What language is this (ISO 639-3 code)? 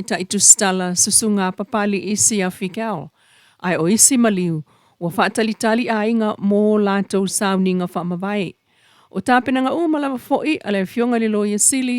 smo